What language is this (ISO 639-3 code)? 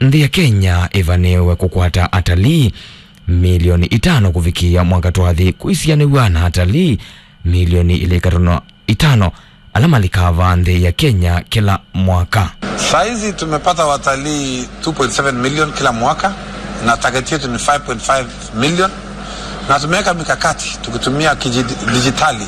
kam